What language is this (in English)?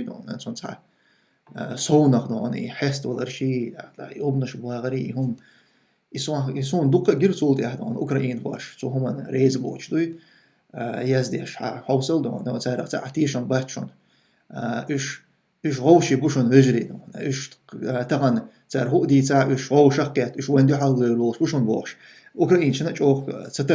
Chechen